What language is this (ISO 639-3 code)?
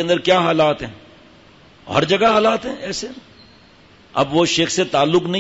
urd